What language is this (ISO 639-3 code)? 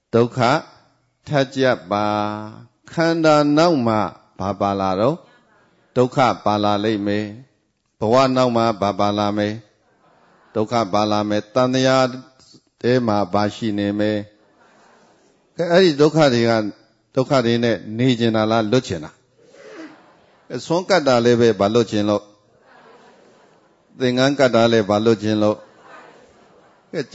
mya